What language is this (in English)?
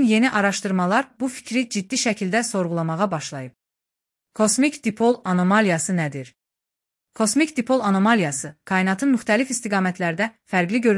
Azerbaijani